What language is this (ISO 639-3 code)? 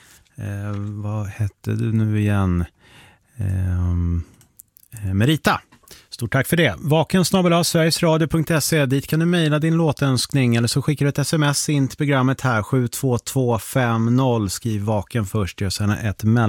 swe